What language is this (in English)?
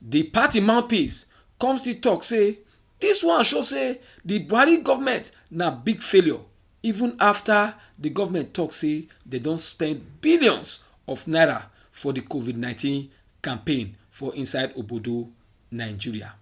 Nigerian Pidgin